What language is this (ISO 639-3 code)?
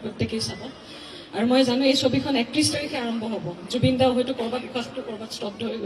asm